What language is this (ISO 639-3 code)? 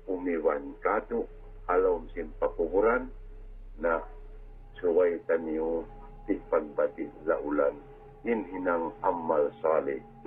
tsg